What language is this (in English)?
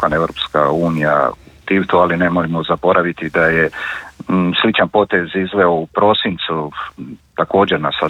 Croatian